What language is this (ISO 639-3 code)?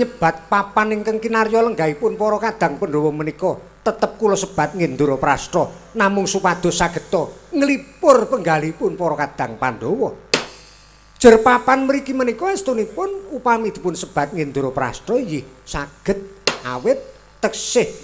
jav